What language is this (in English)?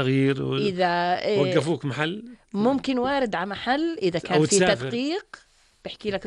North Levantine Arabic